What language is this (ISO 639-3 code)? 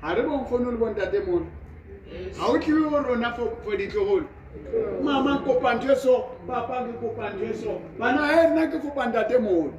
sot